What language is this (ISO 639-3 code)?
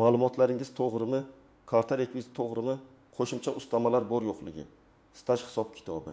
uzb